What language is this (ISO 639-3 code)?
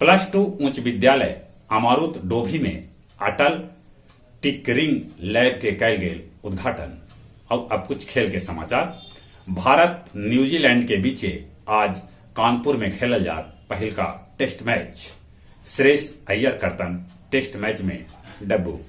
mag